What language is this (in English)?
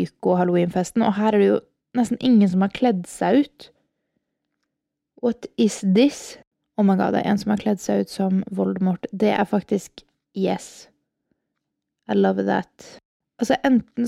Norwegian